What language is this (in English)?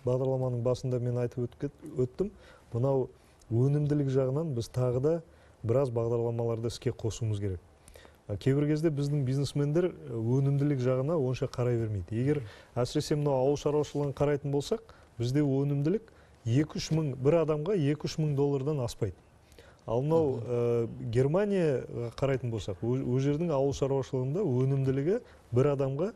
Kazakh